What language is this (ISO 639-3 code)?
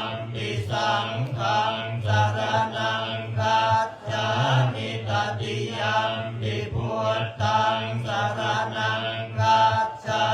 pli